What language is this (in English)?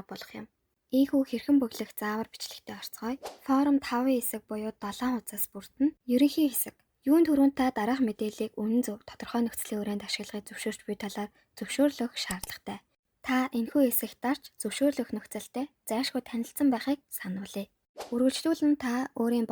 Mongolian